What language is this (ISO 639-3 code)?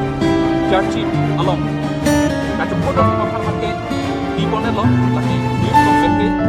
mjw